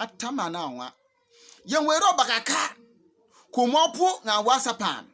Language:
Bimoba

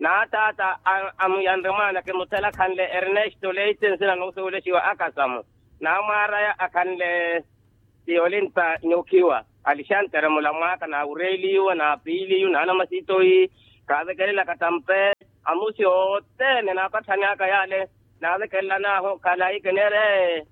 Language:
Makhuwa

